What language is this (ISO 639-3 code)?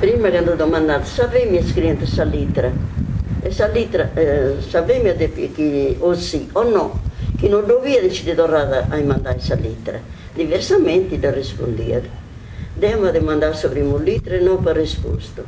srd